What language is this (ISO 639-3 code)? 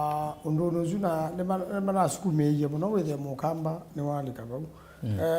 kam